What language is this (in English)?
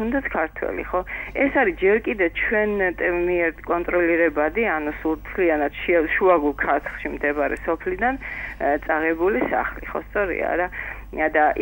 Georgian